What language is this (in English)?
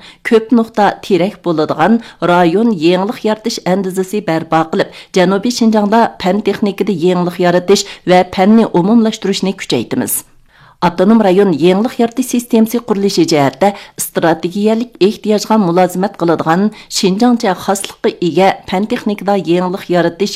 Uyghur